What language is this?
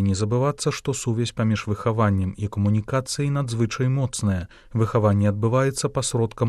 Belarusian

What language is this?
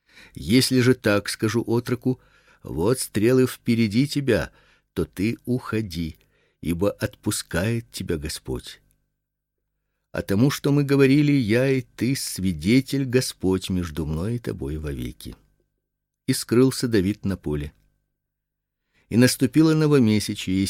Russian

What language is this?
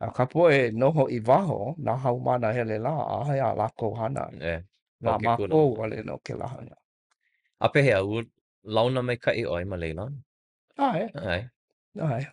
Hawaiian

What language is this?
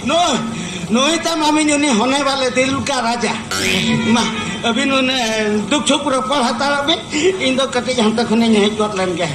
Santali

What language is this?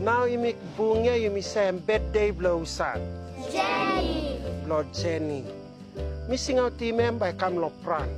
Tok Pisin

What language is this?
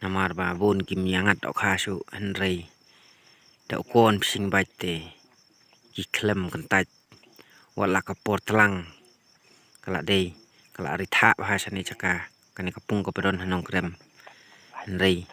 Khasi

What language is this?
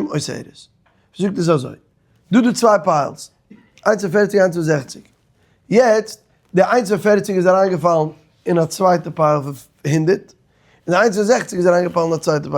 Yiddish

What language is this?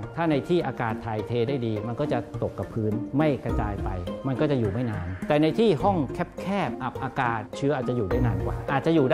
Thai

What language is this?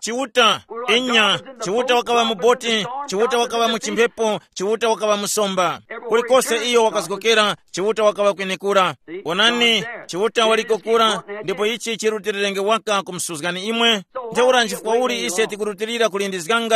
Tumbuka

